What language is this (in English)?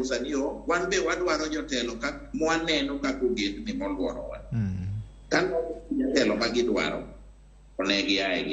Luo (Kenya and Tanzania)